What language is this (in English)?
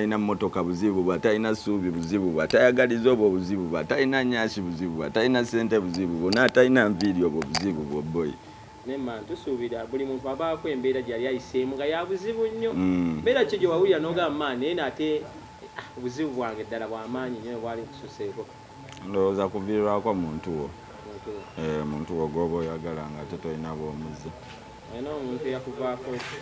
Ganda